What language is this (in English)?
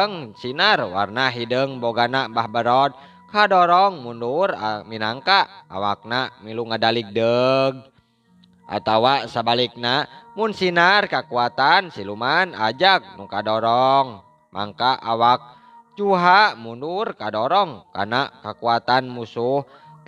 Sundanese